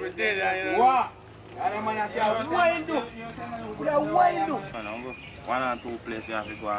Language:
Jamaican Creole English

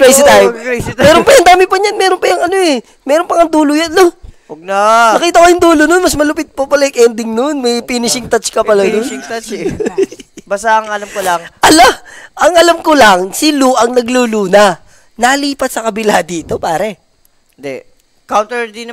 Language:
Filipino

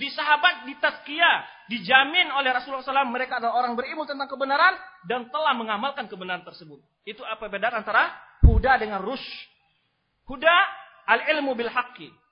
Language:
Indonesian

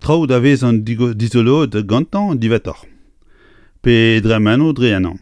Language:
Breton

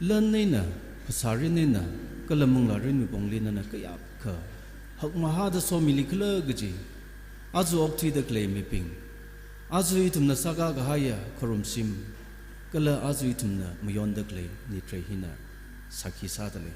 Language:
Tangkhul Naga (India)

